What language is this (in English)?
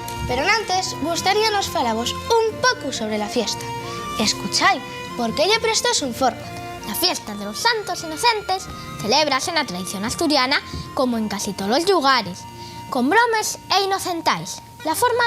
Asturian